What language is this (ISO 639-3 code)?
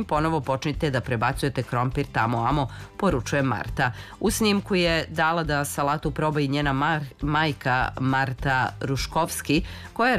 srp